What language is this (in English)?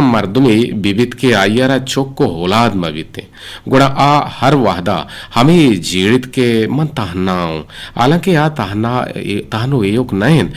Eastern Balochi